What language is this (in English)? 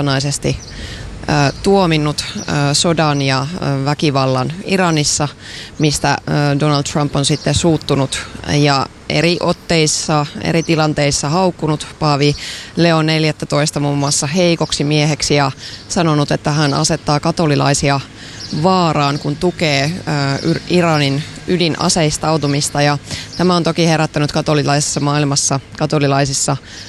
Finnish